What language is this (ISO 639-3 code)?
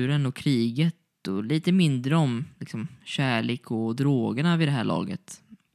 swe